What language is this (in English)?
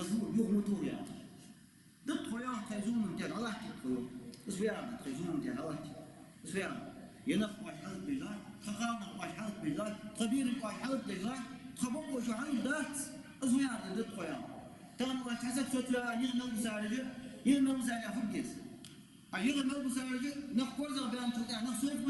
Ingush